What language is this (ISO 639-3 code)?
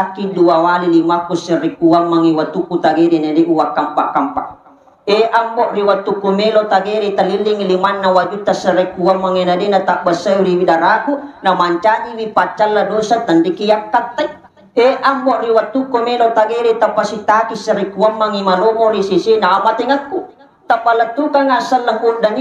bug